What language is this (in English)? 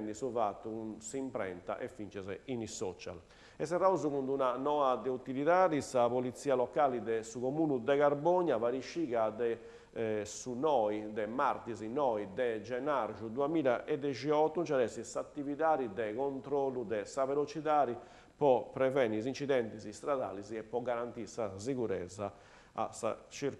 Sardinian